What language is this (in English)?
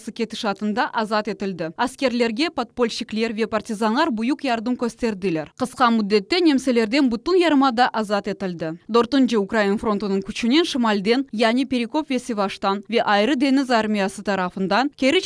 Crimean Tatar